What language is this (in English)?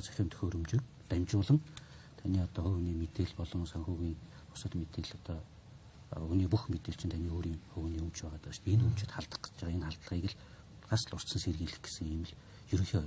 Mongolian